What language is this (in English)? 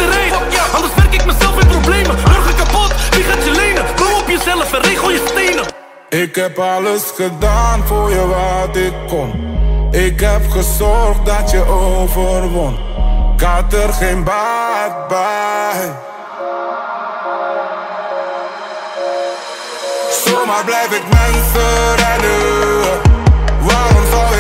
Dutch